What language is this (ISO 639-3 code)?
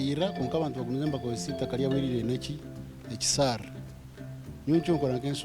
nyn